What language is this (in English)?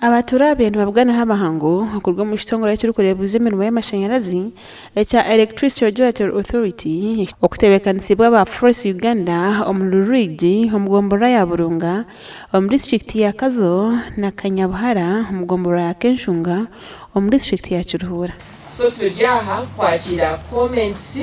Nyankole